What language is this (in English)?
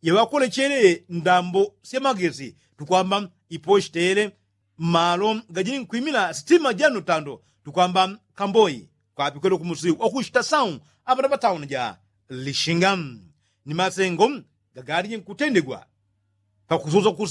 Yao